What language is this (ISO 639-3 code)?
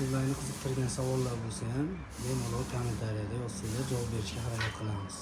uzb